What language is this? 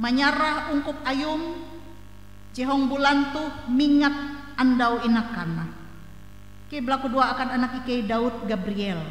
Ngaju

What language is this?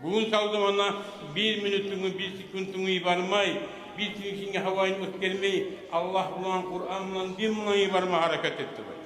Kumyk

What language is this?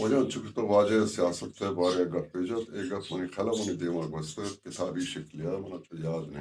Baluchi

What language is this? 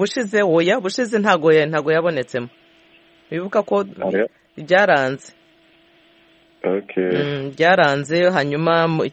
Kinyarwanda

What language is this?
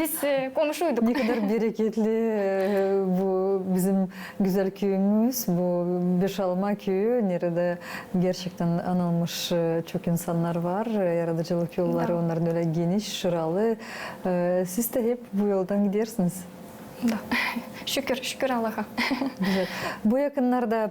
Gagauz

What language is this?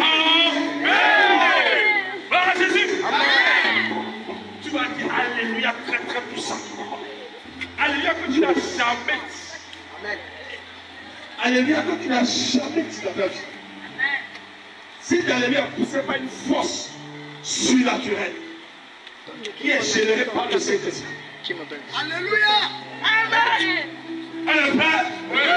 French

